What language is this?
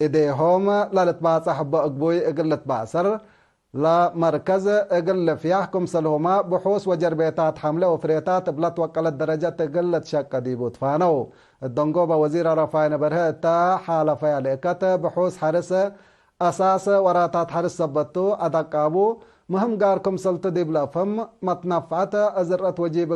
Tigre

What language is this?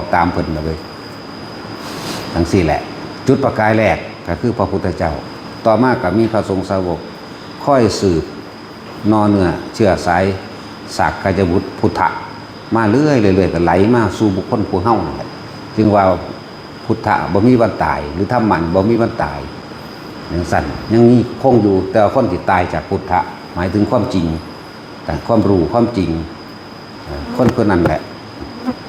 Lao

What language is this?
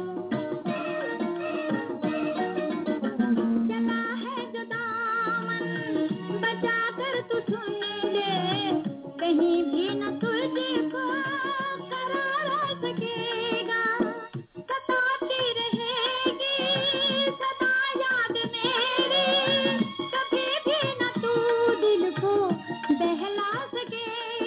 Hindi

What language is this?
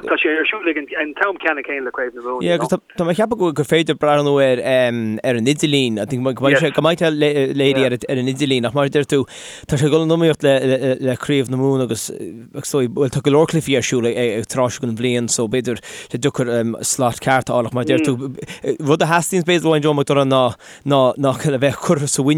Irish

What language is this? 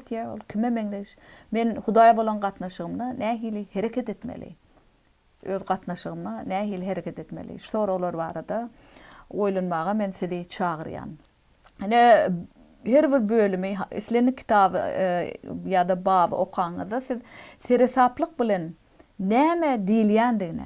Turkmen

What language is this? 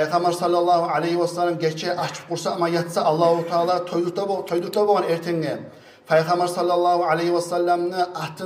Kumyk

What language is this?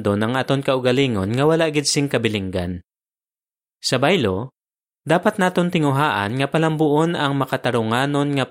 Hiligaynon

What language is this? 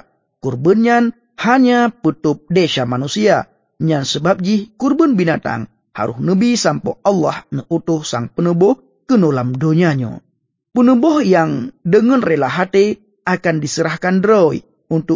Achinese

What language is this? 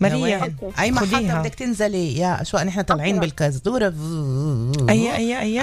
North Levantine Arabic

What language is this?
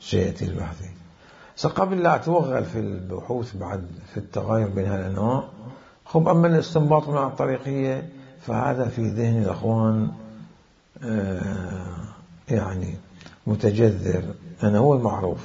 Mesopotamian Arabic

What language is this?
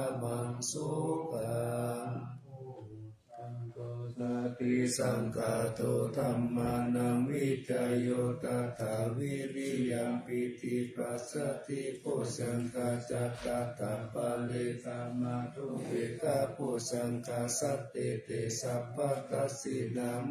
Pali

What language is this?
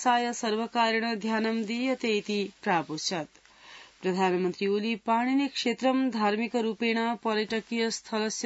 Sanskrit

